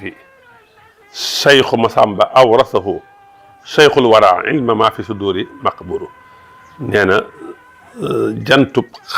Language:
Wolof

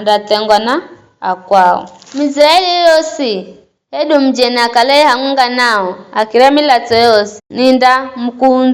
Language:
Giryama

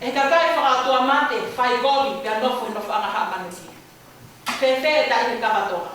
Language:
Tongan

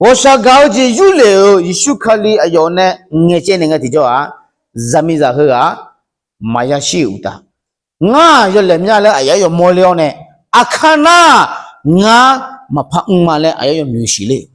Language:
Akha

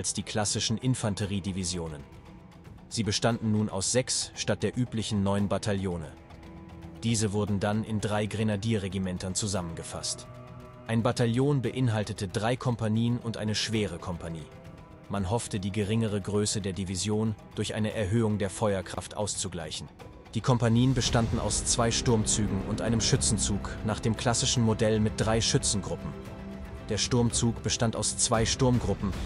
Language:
German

